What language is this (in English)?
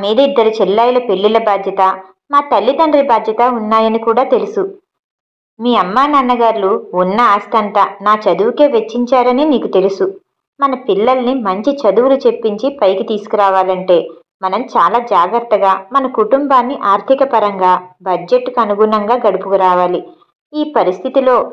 Telugu